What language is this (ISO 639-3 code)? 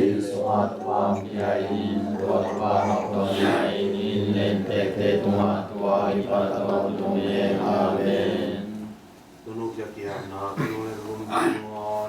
ctd